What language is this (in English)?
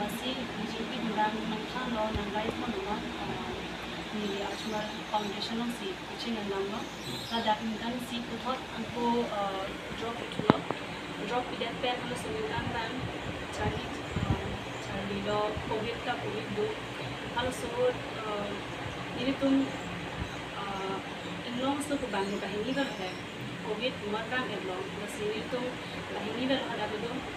Karbi